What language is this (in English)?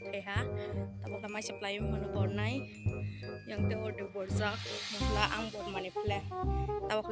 Kok Borok